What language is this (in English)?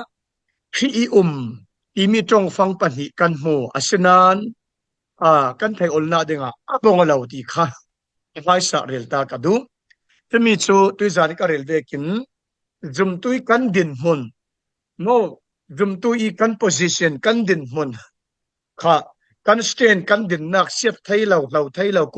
Falam Chin